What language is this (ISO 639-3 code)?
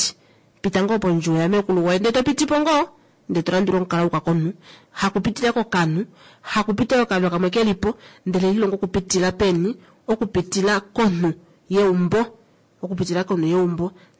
kua